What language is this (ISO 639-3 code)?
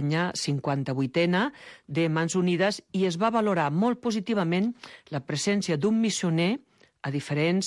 cat